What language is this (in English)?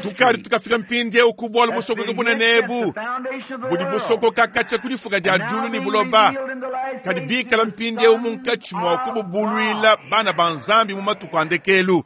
Luba-Lulua